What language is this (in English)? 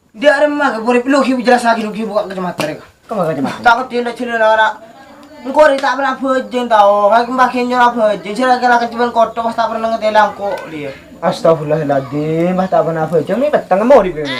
Madurese